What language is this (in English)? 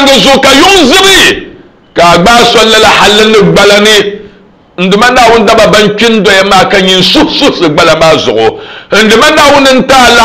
Dagbani